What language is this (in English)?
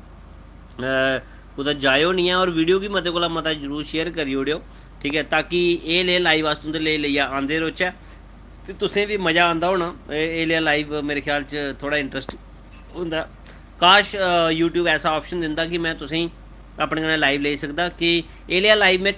Dogri